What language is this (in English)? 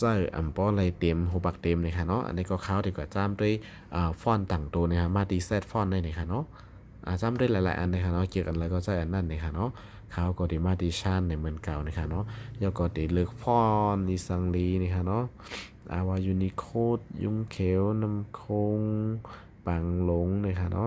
Shan